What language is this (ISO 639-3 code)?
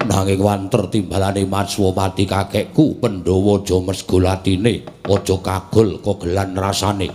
jav